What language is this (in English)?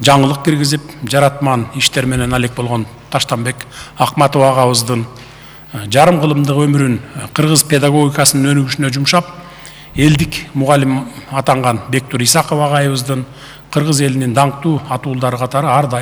Kyrgyz